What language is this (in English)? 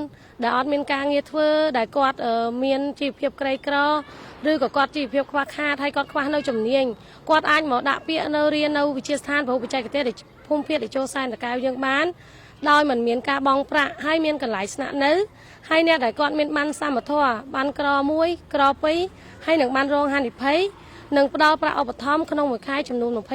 Khmer